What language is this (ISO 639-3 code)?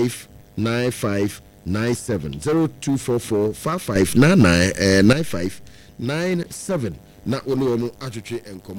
aka